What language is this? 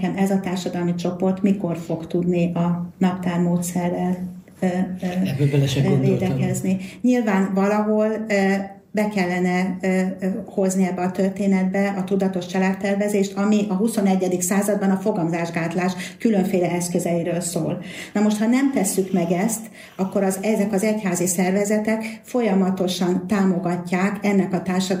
Hungarian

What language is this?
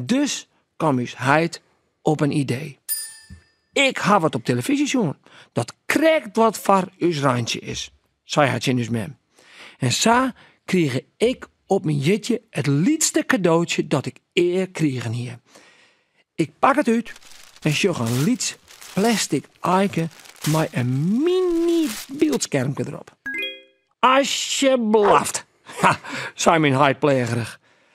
Western Frisian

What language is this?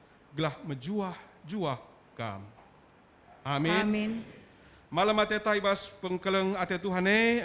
Batak Karo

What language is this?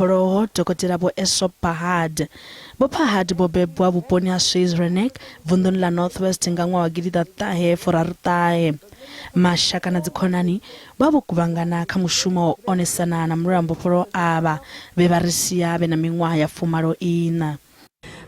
Venda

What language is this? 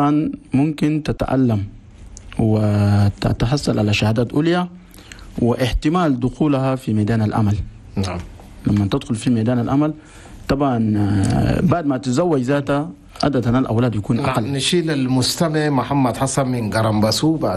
Chadian Arabic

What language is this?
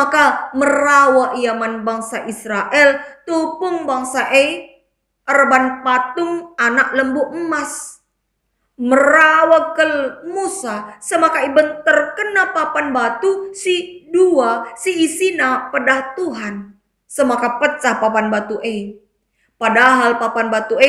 Batak Karo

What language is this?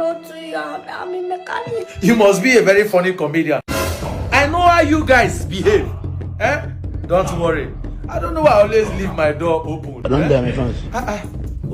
Nigerian Pidgin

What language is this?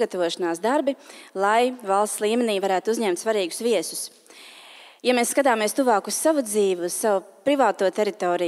Latvian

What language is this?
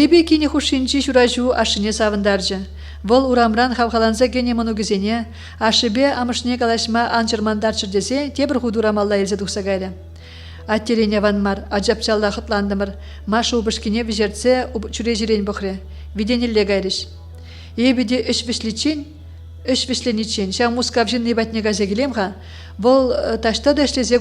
Chuvash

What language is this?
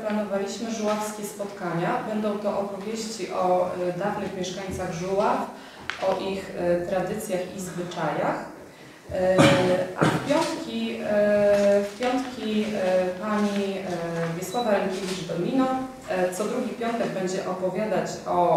Polish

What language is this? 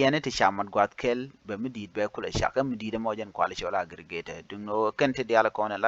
Nuer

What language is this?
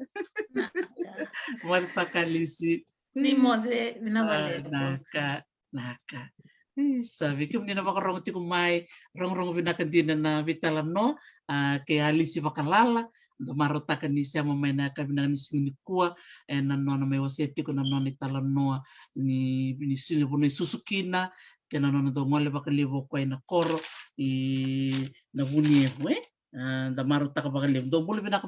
Fijian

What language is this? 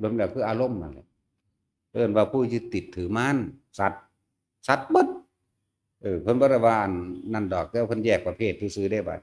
Northeastern Thai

